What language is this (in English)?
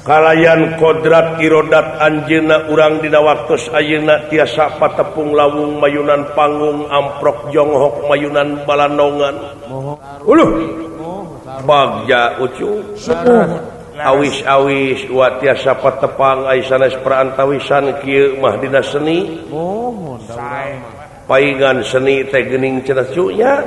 Sundanese